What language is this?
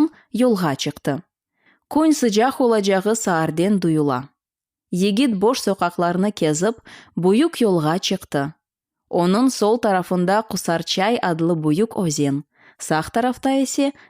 Crimean Tatar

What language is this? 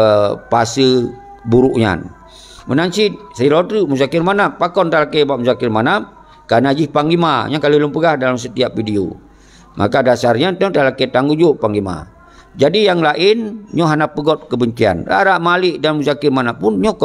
Achinese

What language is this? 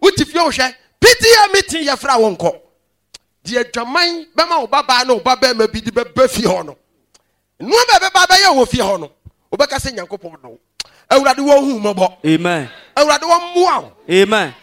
Akan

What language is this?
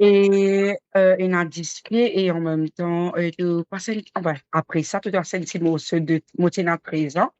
Morisyen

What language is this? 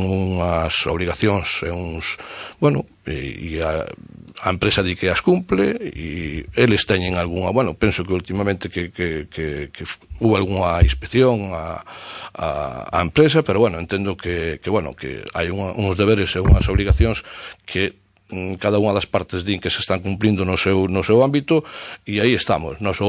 Galician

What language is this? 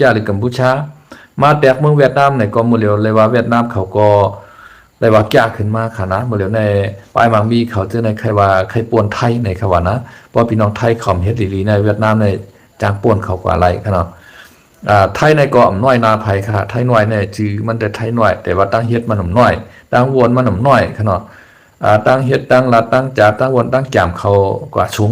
Shan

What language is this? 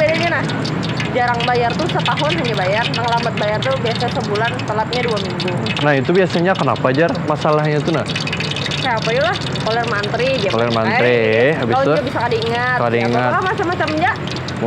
Banjar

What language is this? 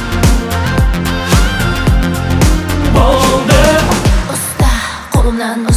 Kazakh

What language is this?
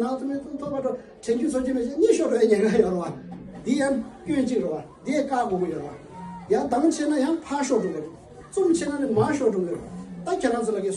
Tibetan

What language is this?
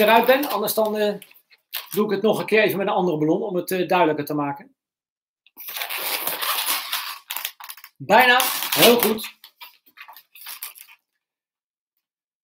Dutch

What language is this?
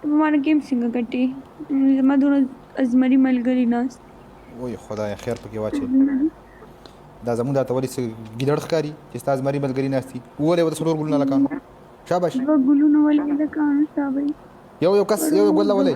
Pashto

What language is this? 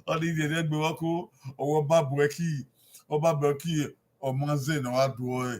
Bini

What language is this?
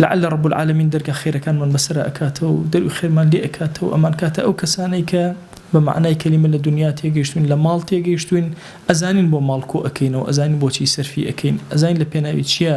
Central Kurdish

